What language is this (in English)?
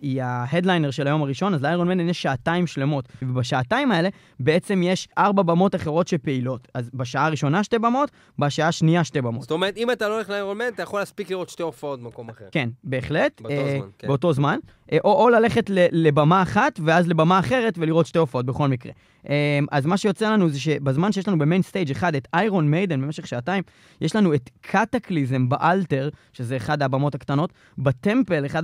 Hebrew